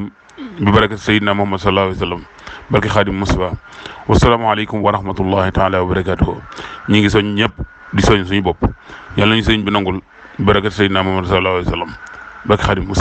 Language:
Wolof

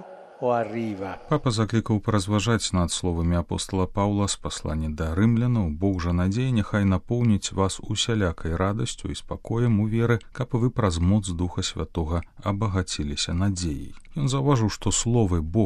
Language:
Belarusian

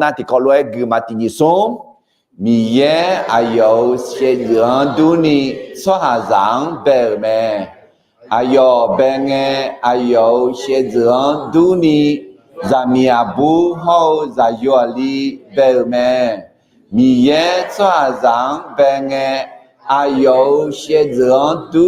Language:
Akha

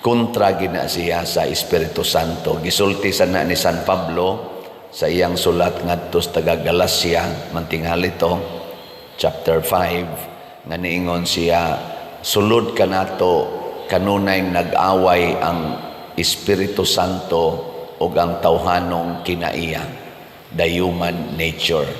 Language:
Cebuano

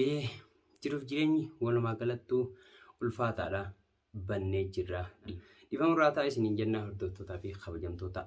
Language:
Oromo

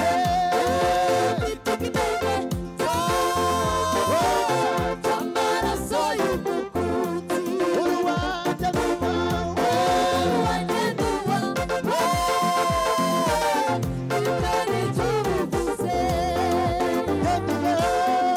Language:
Kinyarwanda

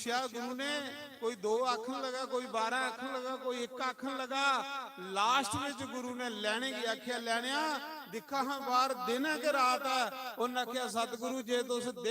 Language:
Dogri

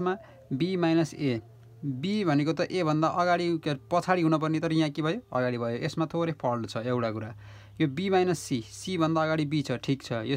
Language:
Nepali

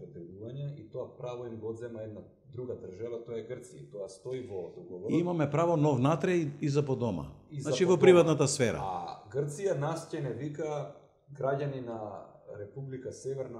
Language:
Macedonian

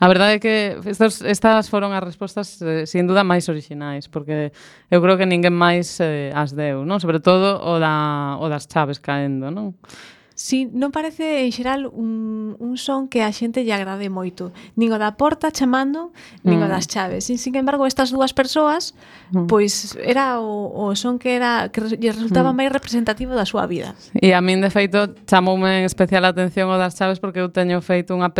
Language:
Galician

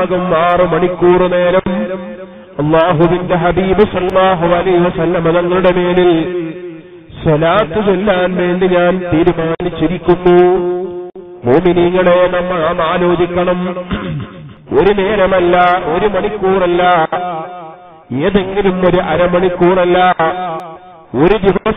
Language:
Malayalam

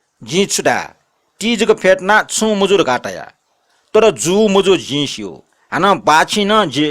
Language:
Newari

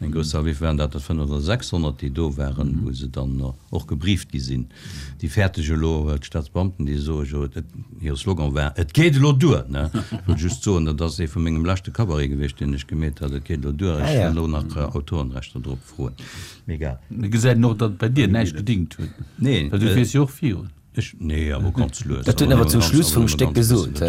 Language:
Luxembourgish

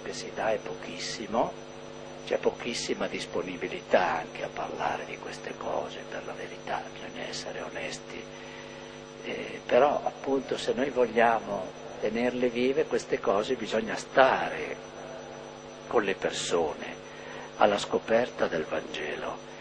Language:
Italian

